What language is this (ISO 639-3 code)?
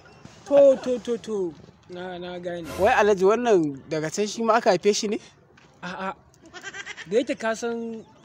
hau